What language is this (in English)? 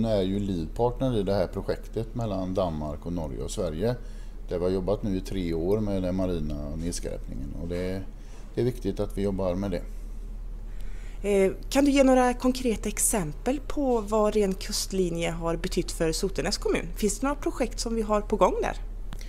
Swedish